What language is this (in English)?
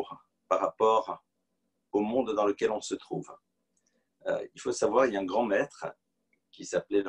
French